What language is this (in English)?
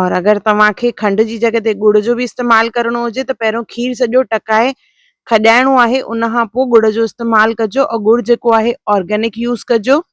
Sindhi